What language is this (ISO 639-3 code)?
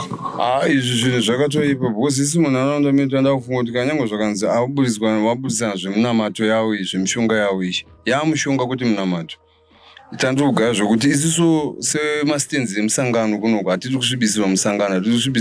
sna